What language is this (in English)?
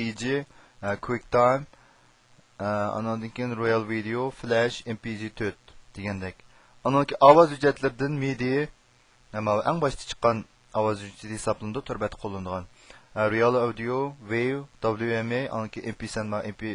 Uyghur